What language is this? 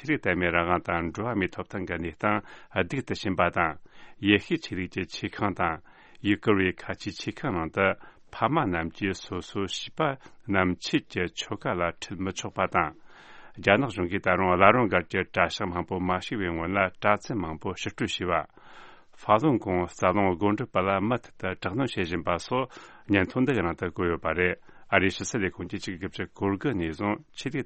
Tibetan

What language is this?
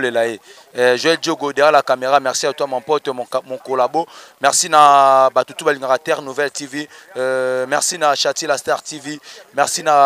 Lingala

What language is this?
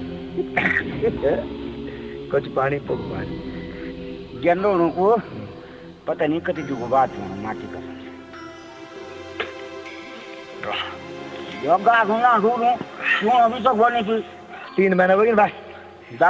Hindi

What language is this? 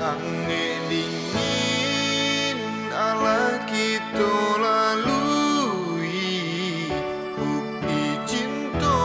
Minangkabau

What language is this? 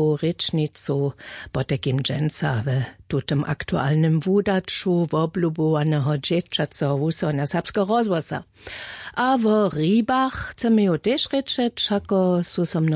Upper Sorbian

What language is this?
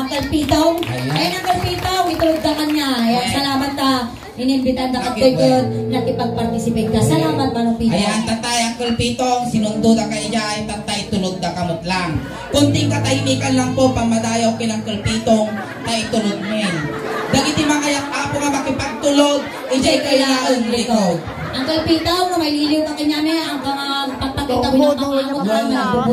Iloko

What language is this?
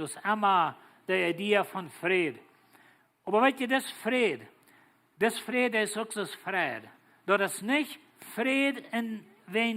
Plautdietsch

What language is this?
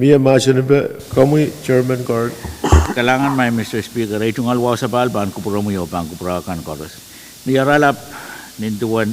Pohnpeian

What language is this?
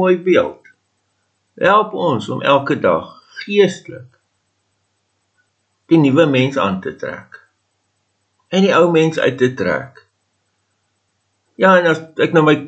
Afrikaans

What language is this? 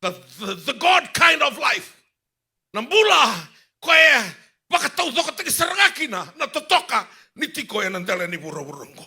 Fijian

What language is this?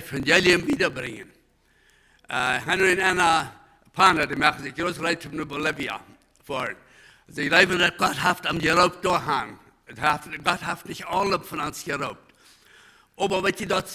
Plautdietsch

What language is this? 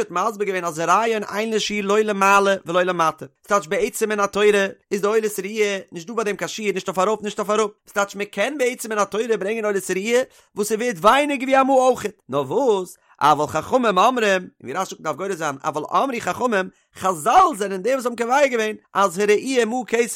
Yiddish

